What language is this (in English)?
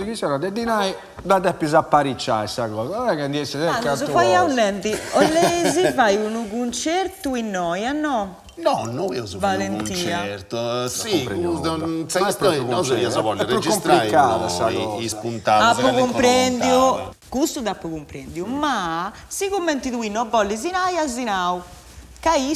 Sardinian